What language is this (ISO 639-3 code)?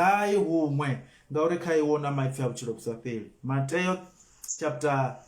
ven